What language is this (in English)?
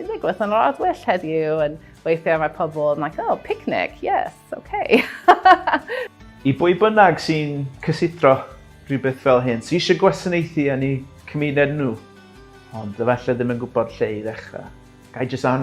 Welsh